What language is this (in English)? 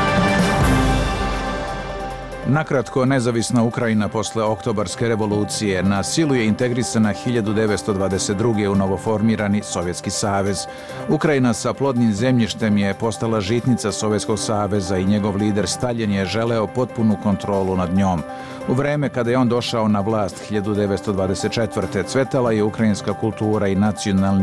Serbian